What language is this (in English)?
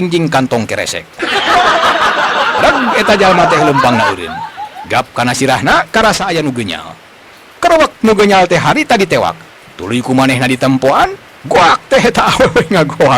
Sundanese